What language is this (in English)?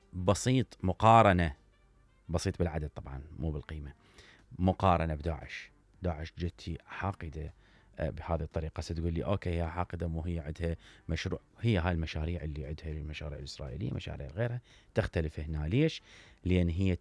Mesopotamian Arabic